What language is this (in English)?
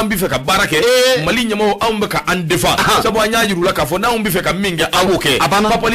Bambara